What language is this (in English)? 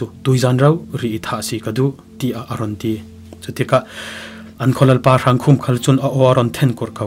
Falam Chin